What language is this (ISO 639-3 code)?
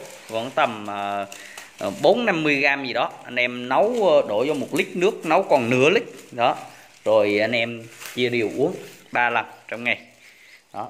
vie